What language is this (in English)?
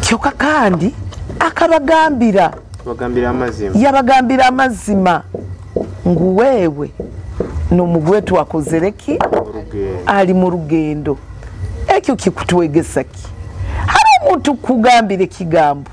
Nyoro